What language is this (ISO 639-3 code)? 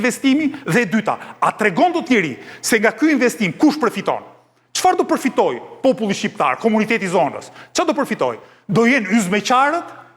sqi